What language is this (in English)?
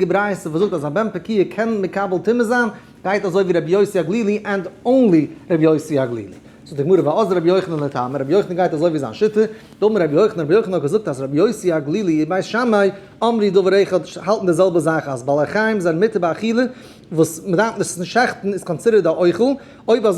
Yiddish